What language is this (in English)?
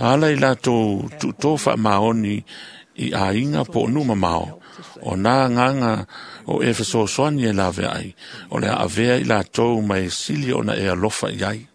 Samoan